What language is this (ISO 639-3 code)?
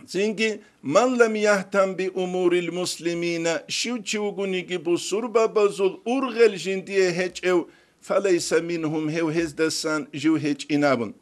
ava